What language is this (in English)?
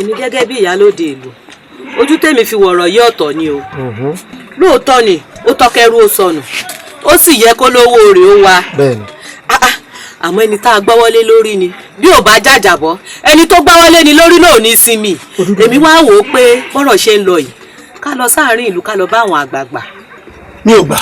Yoruba